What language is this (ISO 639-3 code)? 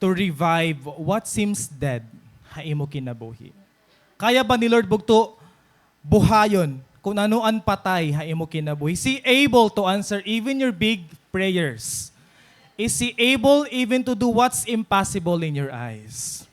war